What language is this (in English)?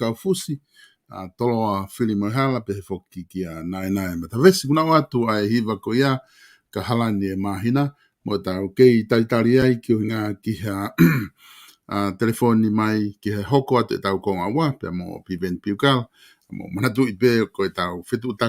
Tongan